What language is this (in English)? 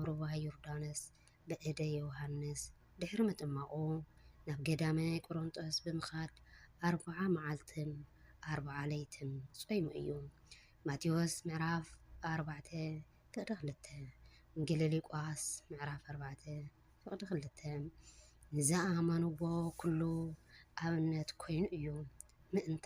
Tigrinya